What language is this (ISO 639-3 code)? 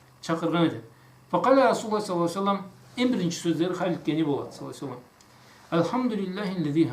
krc